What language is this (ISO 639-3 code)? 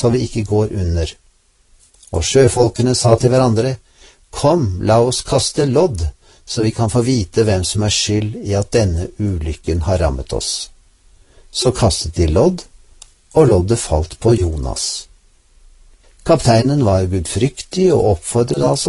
nor